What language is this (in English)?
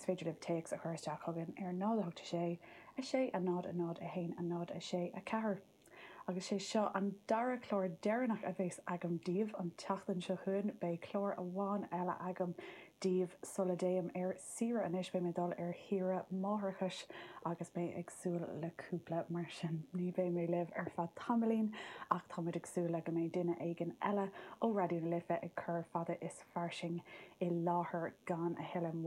Irish